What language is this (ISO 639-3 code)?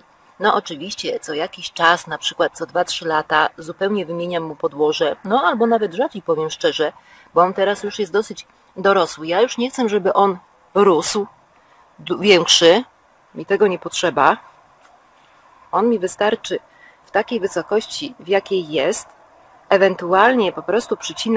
pol